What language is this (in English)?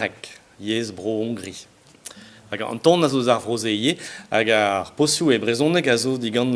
Breton